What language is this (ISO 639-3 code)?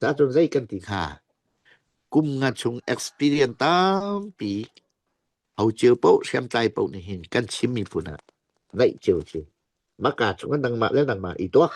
cfm